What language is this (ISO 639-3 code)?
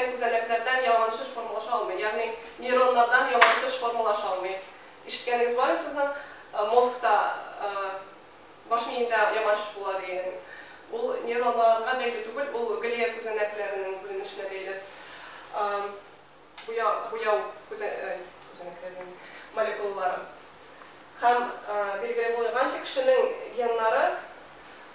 tat